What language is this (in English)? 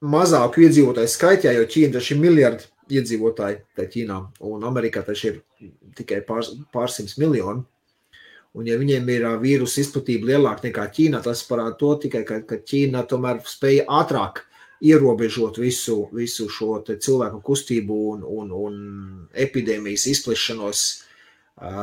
Latvian